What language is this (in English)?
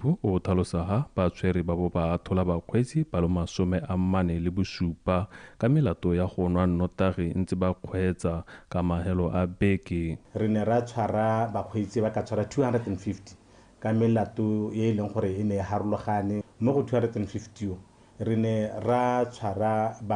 Tswana